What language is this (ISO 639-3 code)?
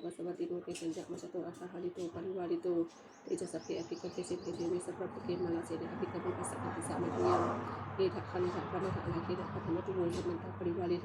pli